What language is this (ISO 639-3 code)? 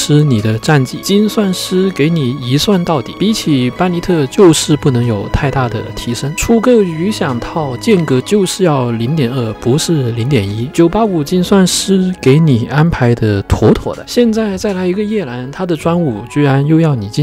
zho